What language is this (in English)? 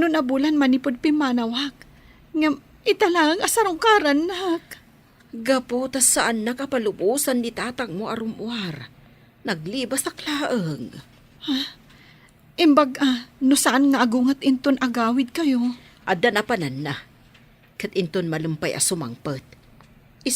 Iloko